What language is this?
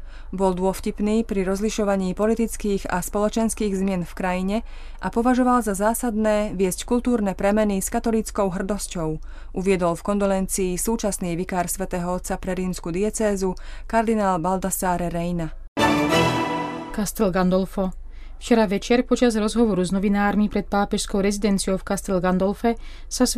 Slovak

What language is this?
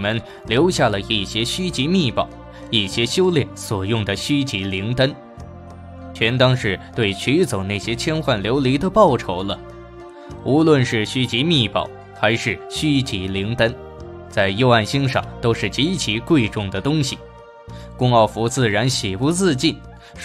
Chinese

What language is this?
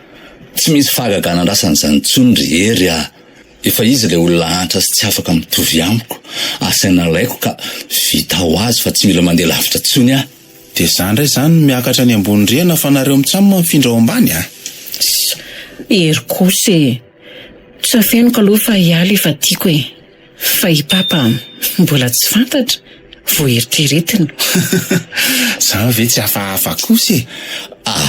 Malagasy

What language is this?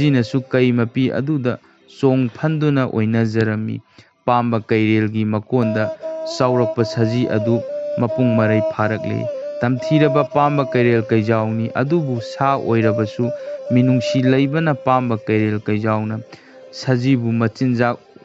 Manipuri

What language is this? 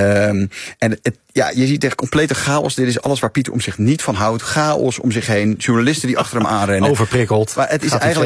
Dutch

